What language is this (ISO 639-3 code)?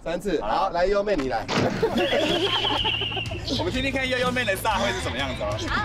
zho